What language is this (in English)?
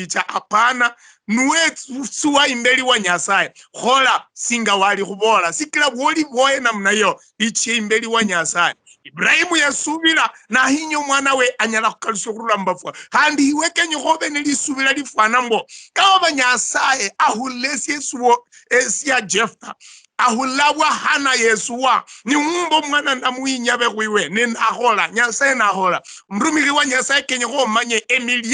Luyia